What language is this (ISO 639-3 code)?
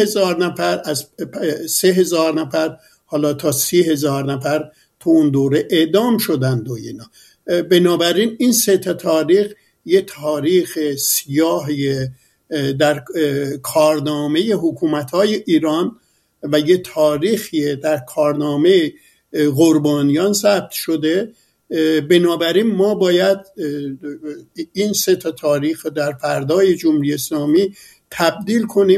fas